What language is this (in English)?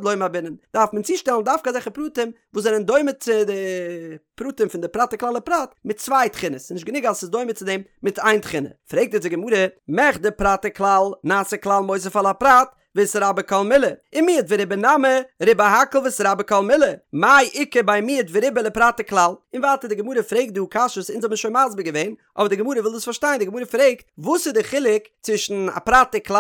Yiddish